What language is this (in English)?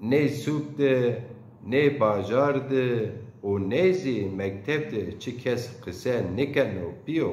Zaza